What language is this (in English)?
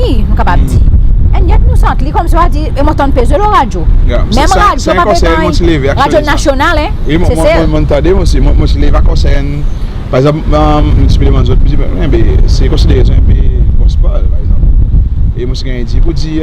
Seselwa Creole French